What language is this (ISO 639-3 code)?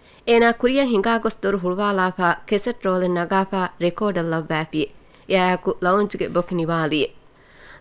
div